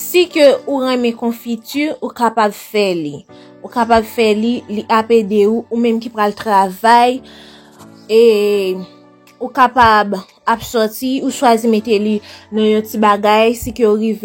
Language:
Haitian Creole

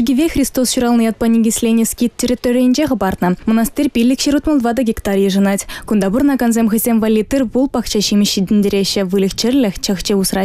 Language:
Chuvash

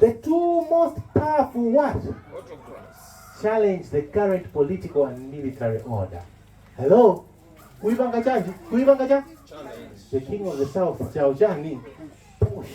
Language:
Nyanja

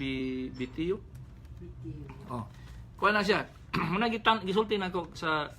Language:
Cebuano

